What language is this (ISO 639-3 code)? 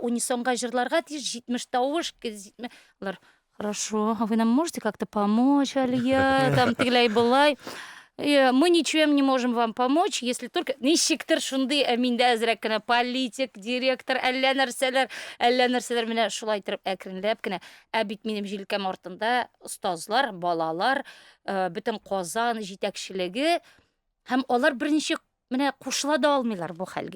tat